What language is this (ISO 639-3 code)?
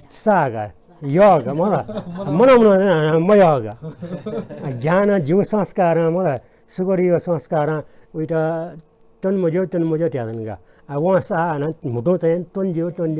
new